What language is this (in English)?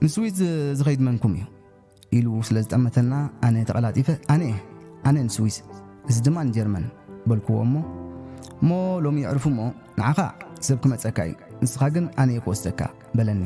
Tigrinya